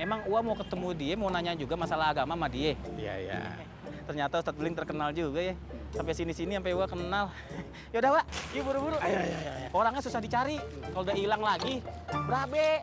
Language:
Betawi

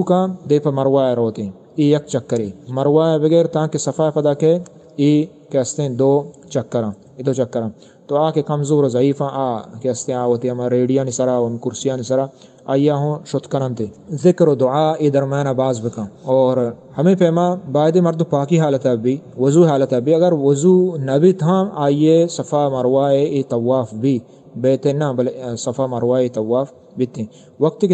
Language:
Eastern Balochi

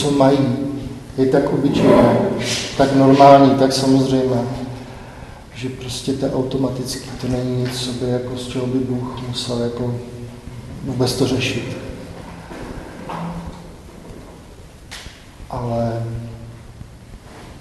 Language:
Czech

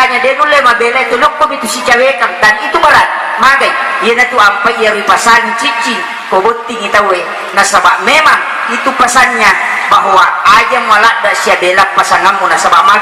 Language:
Buginese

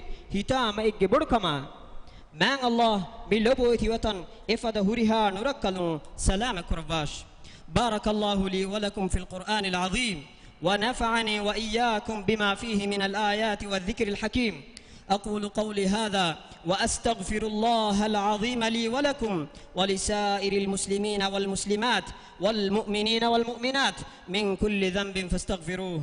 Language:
Divehi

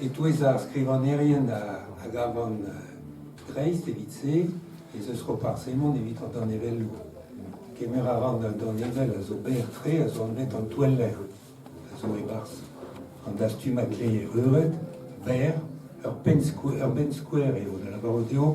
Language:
Breton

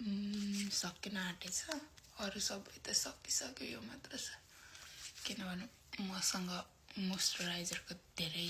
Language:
Nepali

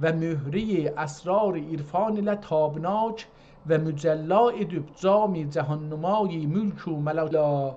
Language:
South Azerbaijani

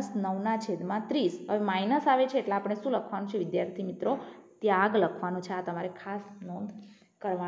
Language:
Gujarati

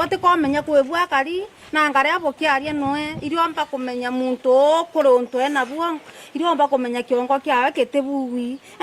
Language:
Meru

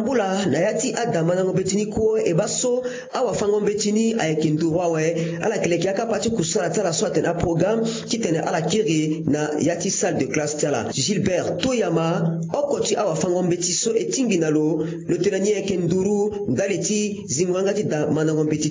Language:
Sango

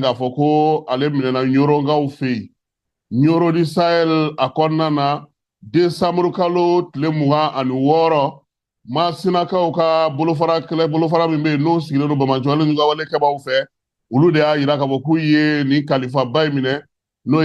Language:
Bambara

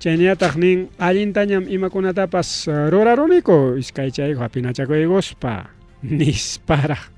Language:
Ayacucho Quechua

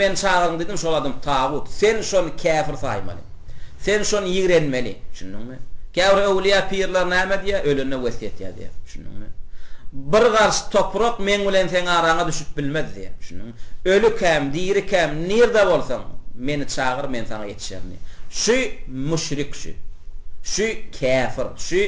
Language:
Turkmen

